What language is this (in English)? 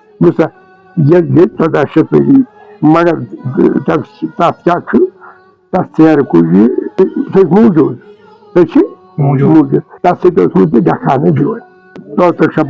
Kashmiri